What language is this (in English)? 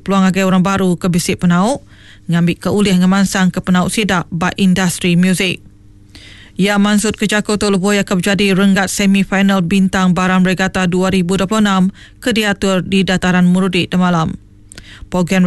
Iban